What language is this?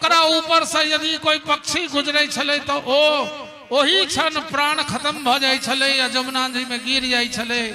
Maithili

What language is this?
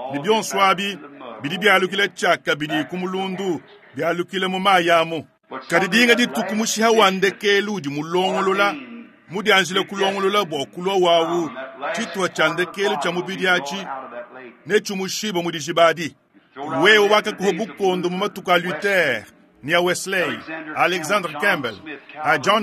Luba-Lulua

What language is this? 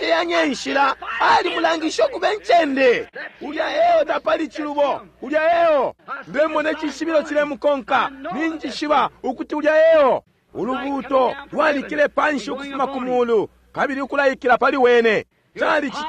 Bemba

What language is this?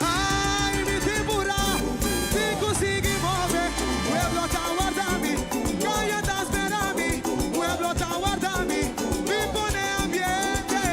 Papiamento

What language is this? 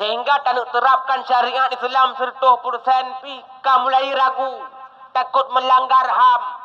Achinese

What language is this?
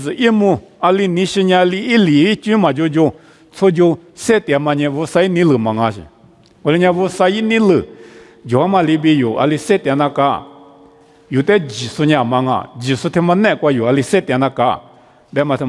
Lisu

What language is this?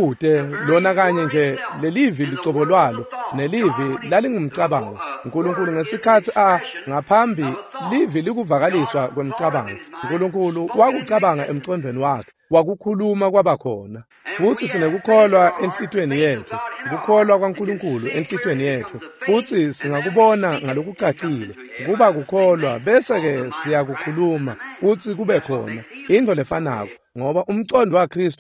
Swati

